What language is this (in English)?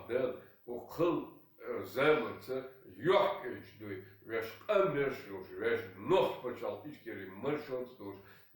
Chechen